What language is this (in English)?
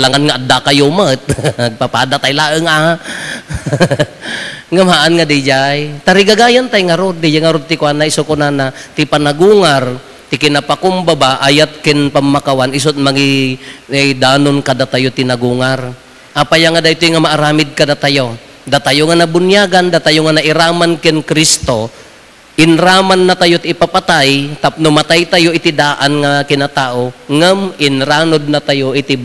Iloko